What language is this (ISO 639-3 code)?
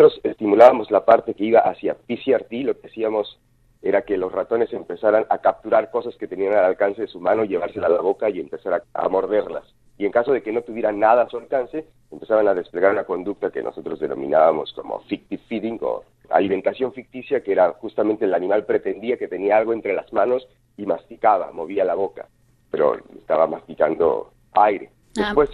spa